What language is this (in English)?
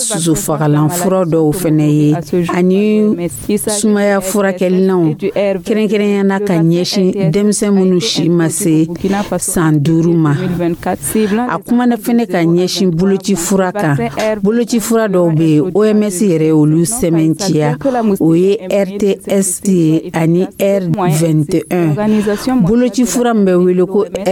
Dyula